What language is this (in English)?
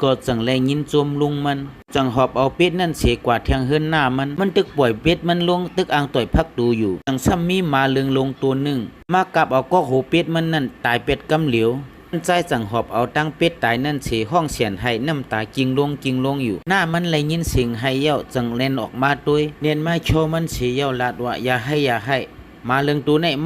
Shan